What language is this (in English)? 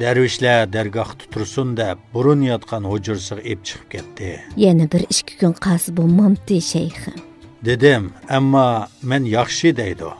Uyghur